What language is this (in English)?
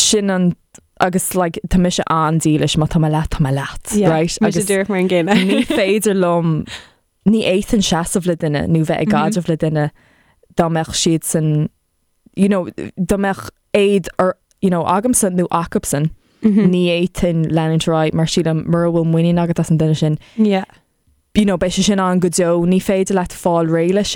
Irish